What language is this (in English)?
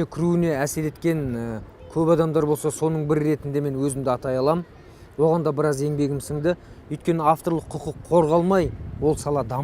Kazakh